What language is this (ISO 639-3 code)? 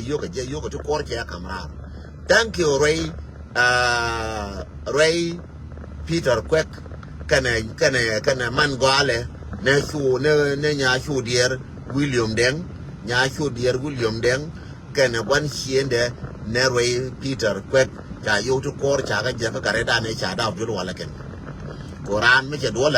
nus